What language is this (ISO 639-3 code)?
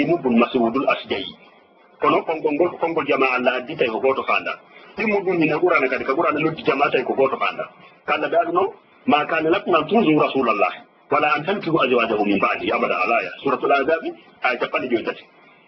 ful